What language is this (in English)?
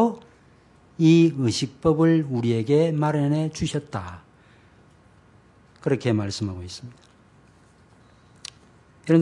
Korean